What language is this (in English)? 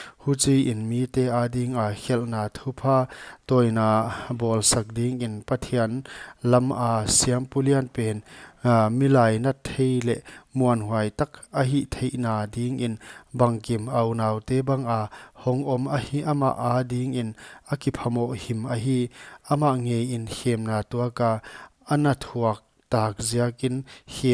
Paite Chin